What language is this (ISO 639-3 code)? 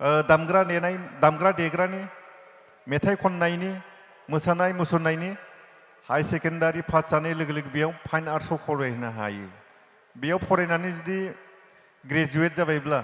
brx